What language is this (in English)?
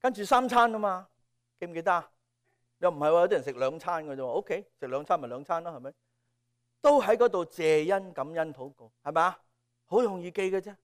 Cantonese